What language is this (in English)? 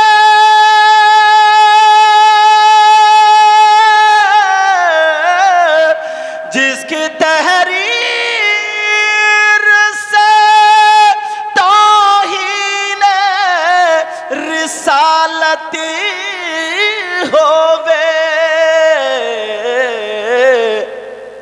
Urdu